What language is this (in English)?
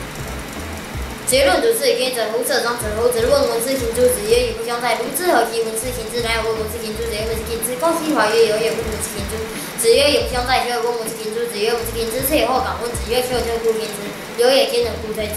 Literary Chinese